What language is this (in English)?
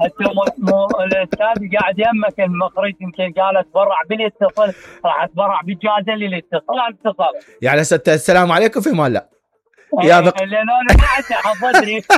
Mesopotamian Arabic